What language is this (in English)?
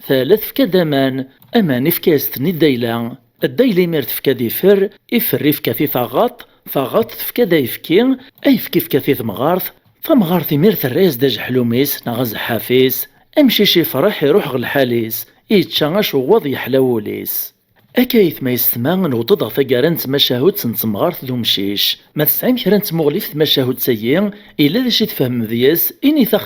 Kabyle